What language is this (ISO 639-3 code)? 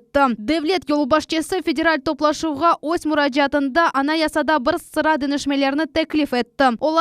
crh